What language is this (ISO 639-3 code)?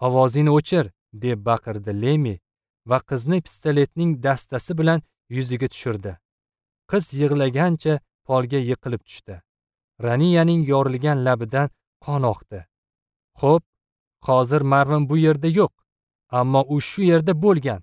uzb